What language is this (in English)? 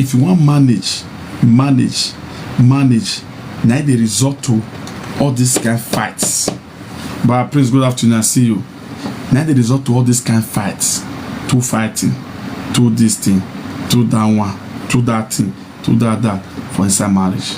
Nigerian Pidgin